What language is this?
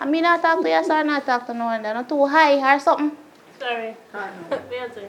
Jamaican Creole English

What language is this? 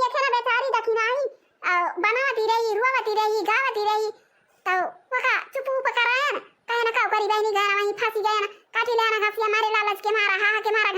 Awadhi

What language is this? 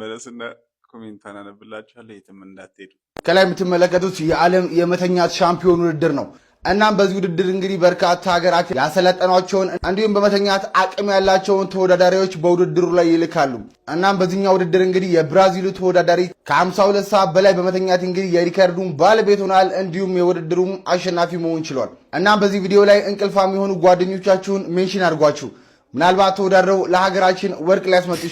Amharic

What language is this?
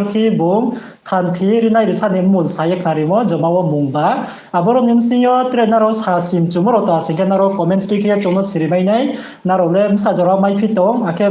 Riang (India)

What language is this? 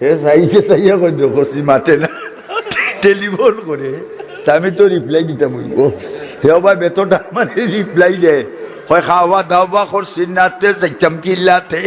Sylheti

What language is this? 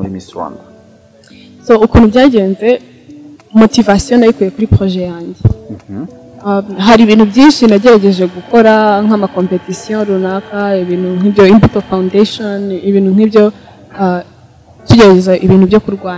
Kinyarwanda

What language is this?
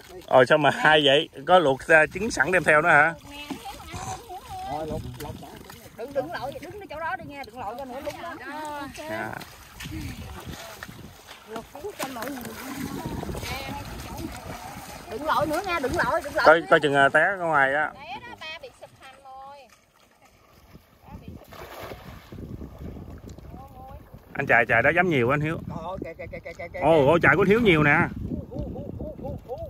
Vietnamese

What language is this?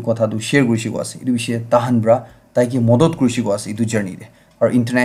Naga Pidgin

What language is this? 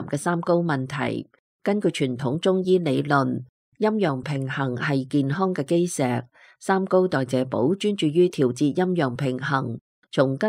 Cantonese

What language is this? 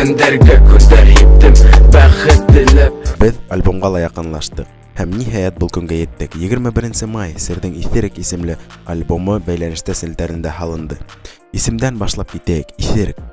Bashkir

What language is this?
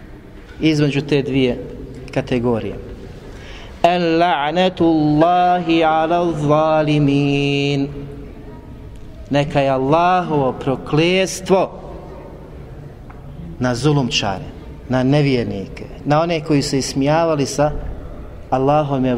Bosnian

